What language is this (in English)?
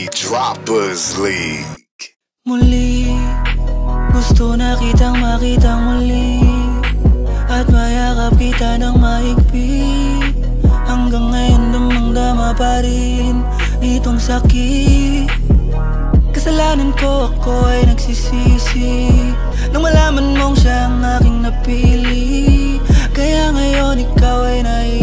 Filipino